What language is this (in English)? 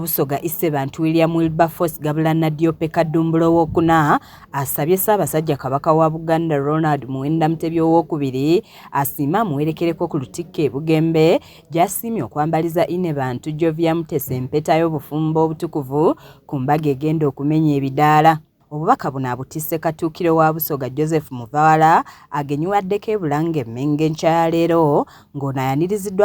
Ganda